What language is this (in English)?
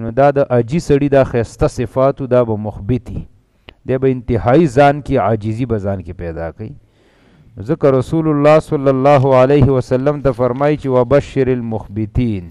Pashto